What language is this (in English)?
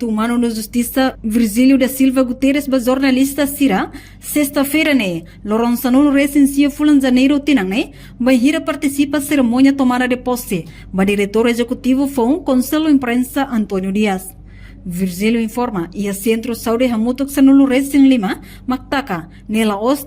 Tetum